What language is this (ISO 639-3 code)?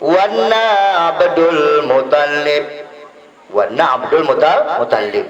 btd